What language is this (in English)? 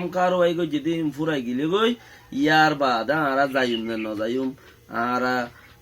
Rohingya